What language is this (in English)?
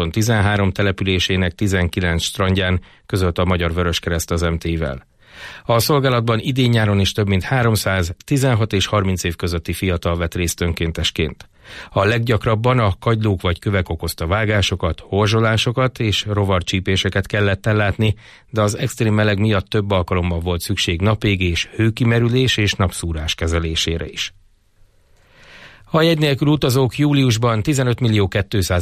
Hungarian